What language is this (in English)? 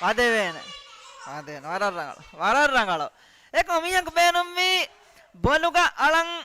Divehi